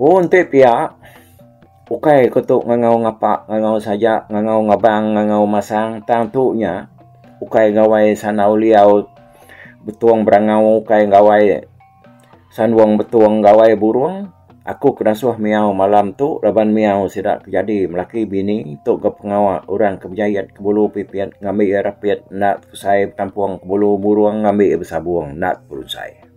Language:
Iban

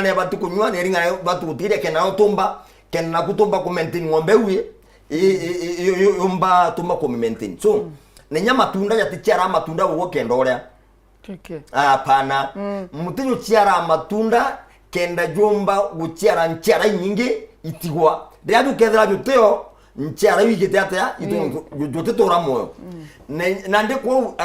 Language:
Meru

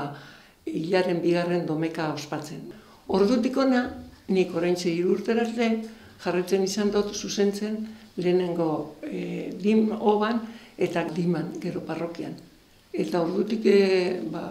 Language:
Basque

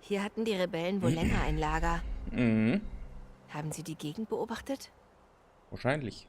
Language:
Bavarian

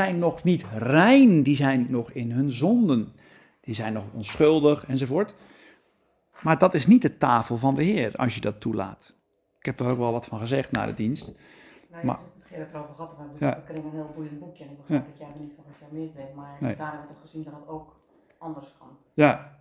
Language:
Dutch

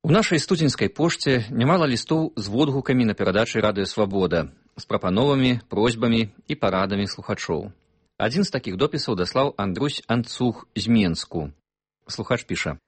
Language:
Belarusian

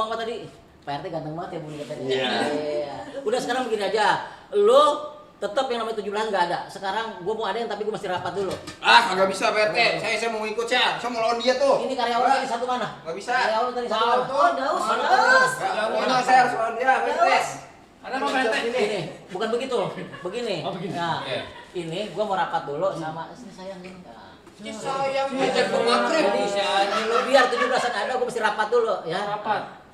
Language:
Betawi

